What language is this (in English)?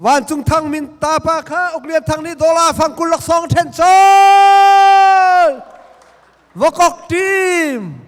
Hakha Chin